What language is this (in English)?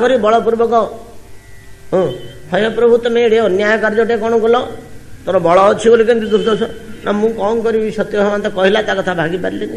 Odia